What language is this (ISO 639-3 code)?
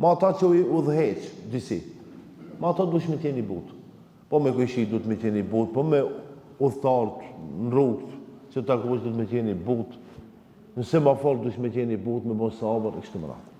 sqi